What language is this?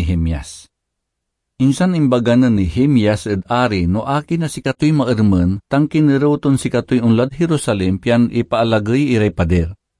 Pangasinan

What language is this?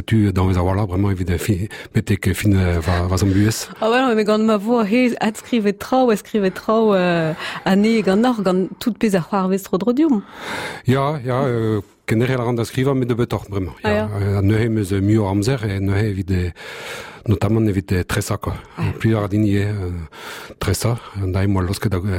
Breton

